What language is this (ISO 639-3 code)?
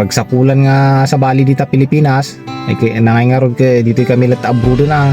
ilo